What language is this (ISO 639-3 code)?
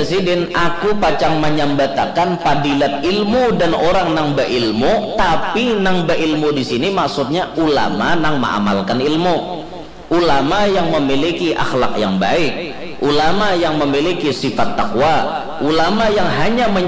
bjn